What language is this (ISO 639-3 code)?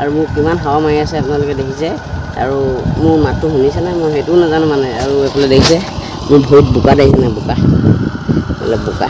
asm